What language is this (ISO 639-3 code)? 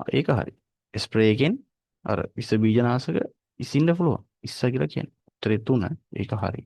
sin